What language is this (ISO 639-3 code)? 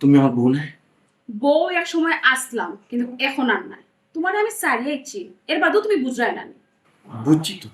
syl